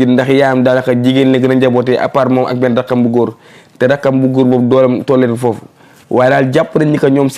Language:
Wolof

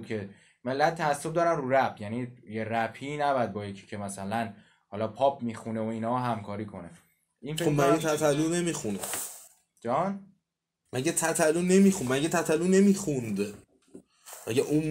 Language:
Persian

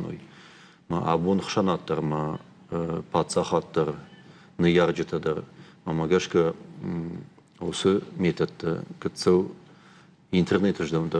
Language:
Ossetic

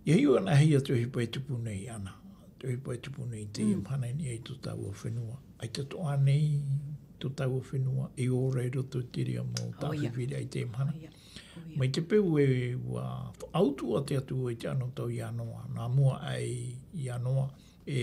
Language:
Tahitian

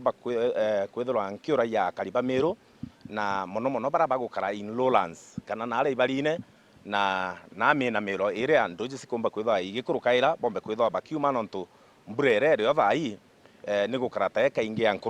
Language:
Meru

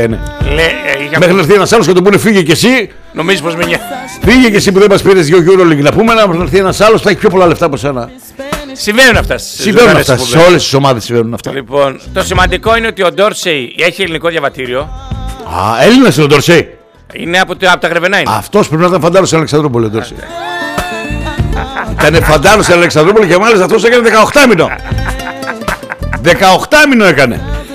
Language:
Greek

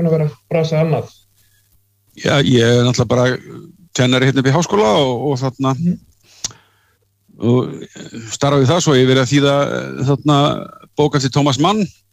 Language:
Icelandic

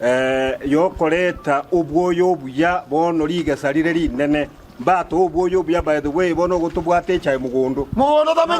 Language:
Gusii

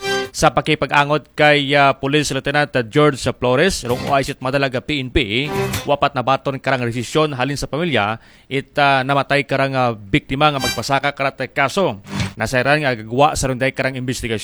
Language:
Aklanon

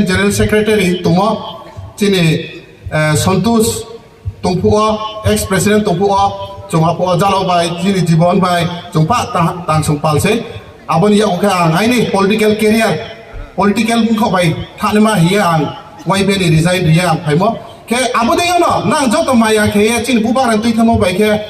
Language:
Riang (India)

